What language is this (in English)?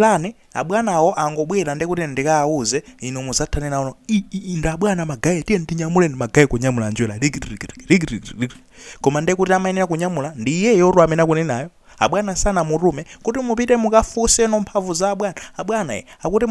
Nyanja